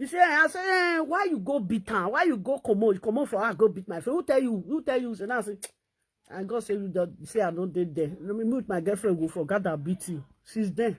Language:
Nigerian Pidgin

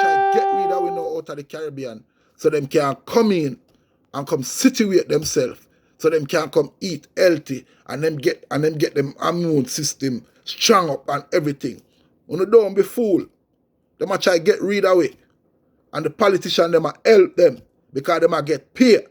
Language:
Jamaican Creole English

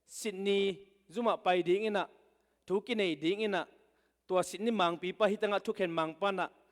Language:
Tedim Chin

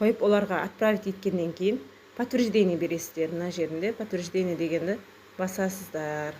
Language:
Kazakh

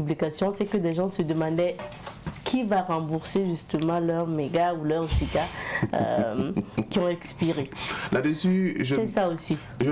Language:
French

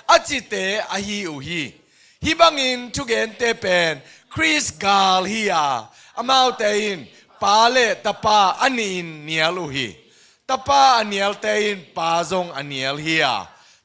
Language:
Tedim Chin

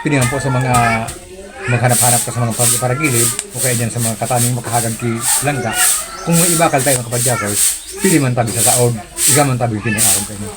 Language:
Bikol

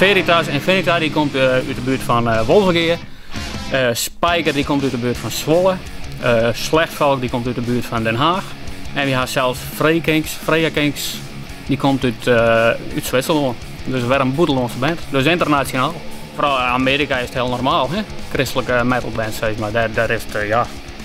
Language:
Western Frisian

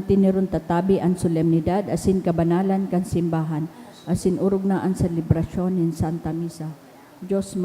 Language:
Bikol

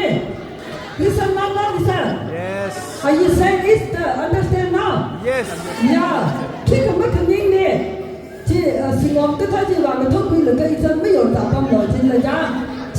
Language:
Tangkhul Naga (India)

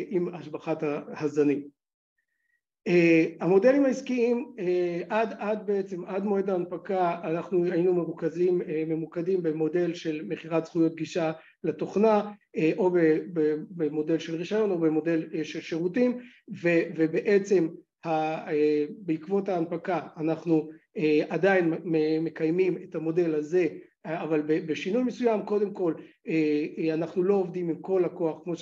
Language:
Hebrew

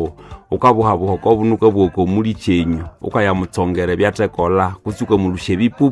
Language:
Nande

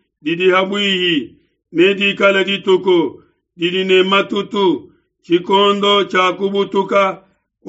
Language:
Luba-Lulua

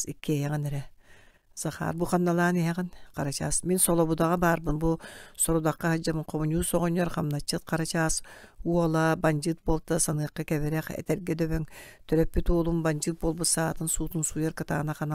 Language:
Yakut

